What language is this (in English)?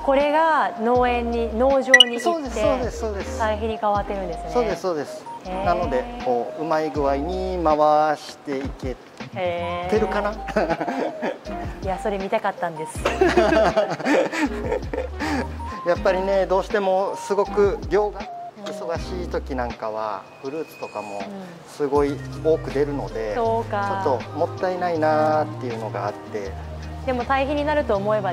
Japanese